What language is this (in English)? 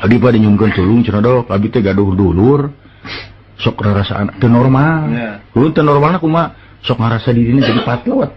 Sundanese